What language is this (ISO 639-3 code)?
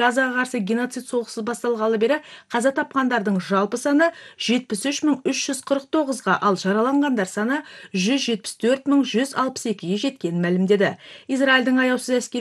kaz